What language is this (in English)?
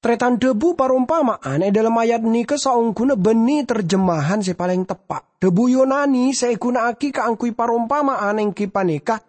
Madurese